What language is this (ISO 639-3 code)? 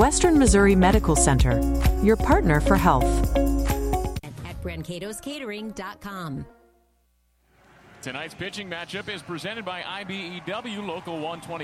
eng